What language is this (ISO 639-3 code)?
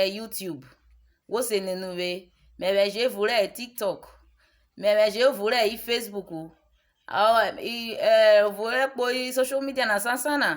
urh